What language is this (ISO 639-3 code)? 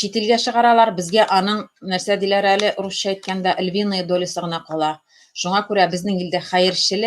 tat